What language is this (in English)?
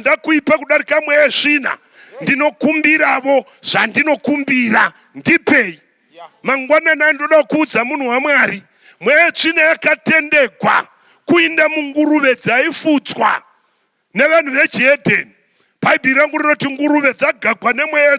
Shona